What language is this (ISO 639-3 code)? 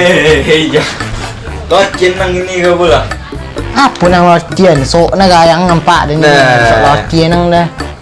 min